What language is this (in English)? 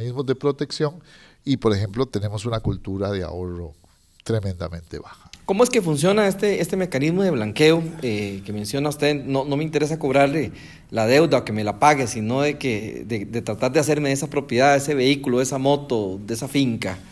Spanish